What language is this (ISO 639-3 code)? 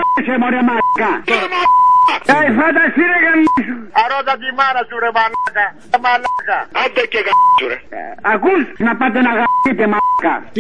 ell